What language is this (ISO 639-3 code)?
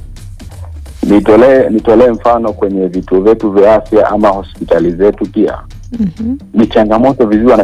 swa